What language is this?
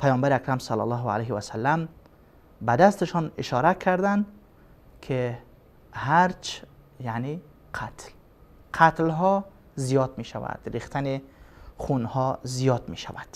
Persian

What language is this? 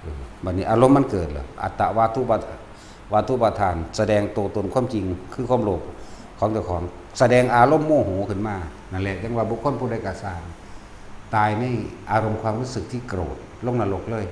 Northeastern Thai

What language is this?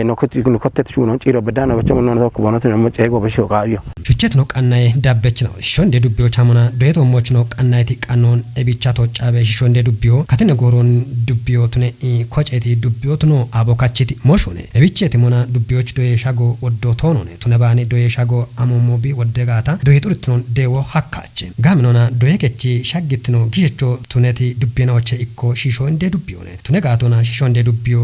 Kafa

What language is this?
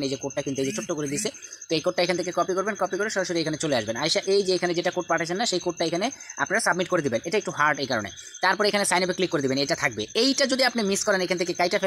Bangla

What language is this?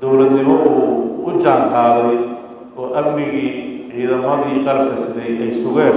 Somali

